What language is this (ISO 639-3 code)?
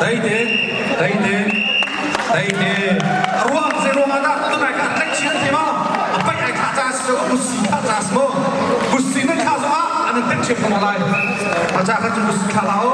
cnh